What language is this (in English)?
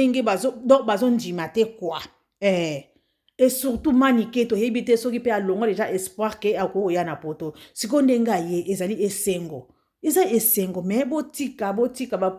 Lingala